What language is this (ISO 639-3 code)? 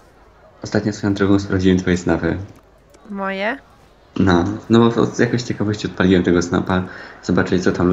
pol